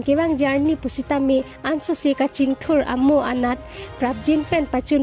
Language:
Karbi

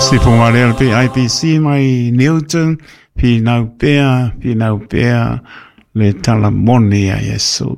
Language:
Samoan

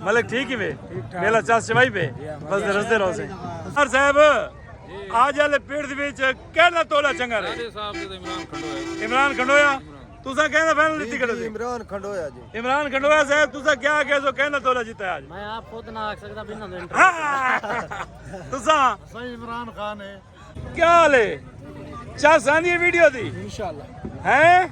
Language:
Saraiki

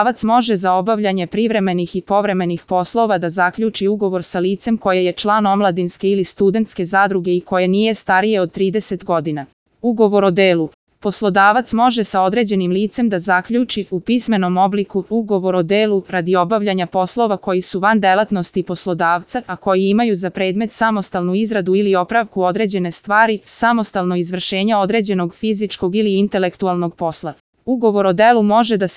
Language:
Serbian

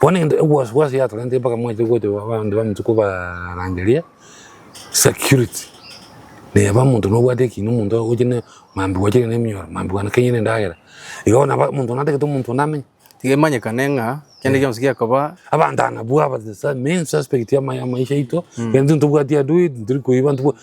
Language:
Gusii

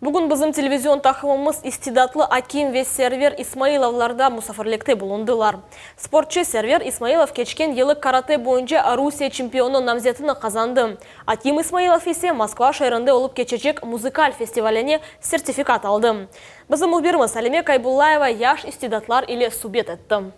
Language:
Crimean Tatar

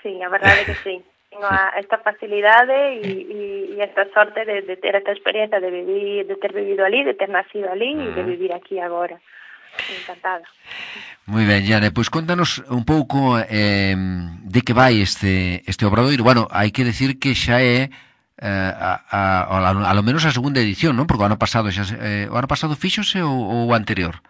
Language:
Galician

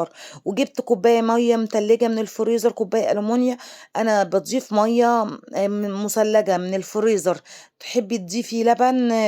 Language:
Egyptian Arabic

